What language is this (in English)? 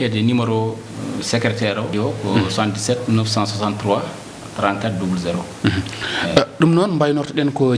Fula